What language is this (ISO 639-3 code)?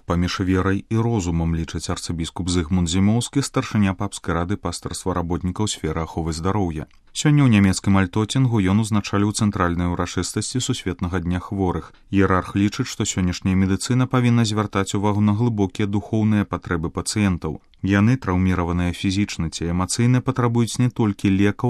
bel